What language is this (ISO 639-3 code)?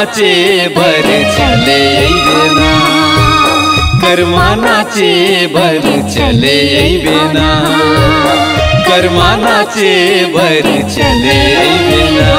hne